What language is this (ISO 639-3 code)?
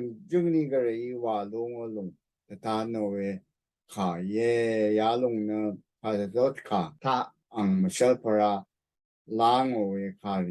raw